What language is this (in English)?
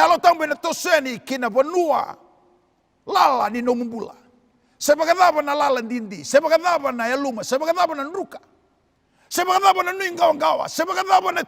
Fijian